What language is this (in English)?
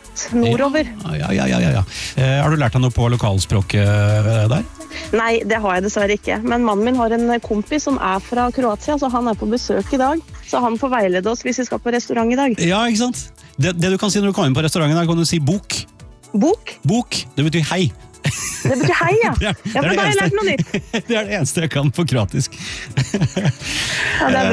Norwegian